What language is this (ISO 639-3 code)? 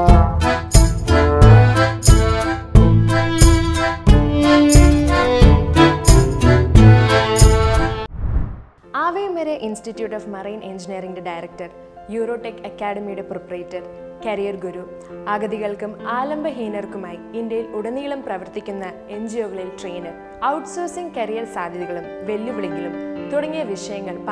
mal